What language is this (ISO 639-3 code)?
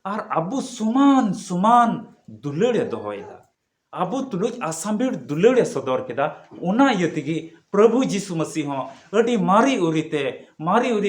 sat